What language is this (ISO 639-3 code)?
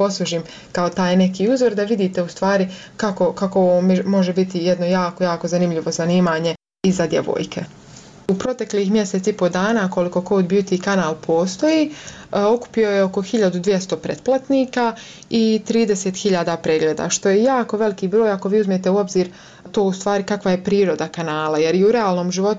bos